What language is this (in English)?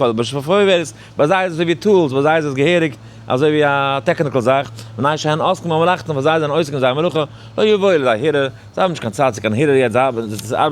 Yiddish